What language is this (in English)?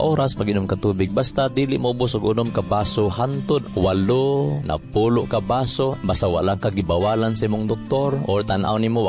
Cebuano